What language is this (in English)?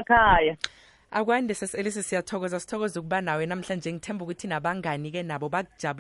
South Ndebele